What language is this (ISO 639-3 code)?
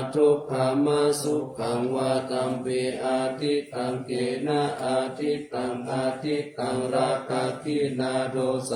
pli